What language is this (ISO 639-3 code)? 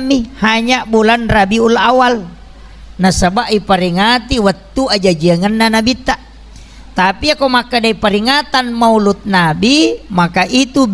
bug